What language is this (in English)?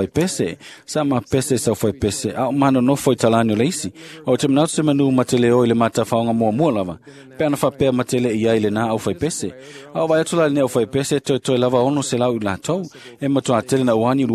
Samoan